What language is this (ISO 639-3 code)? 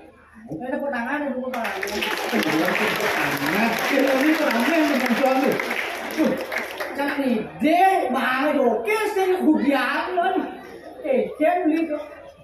ban